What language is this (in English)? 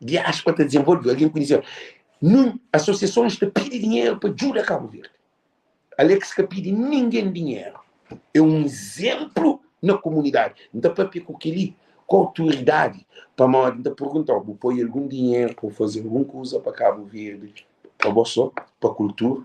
Kabuverdianu